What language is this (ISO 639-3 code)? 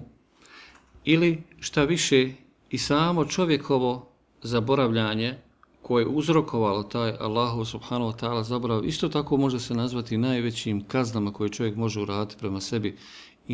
bos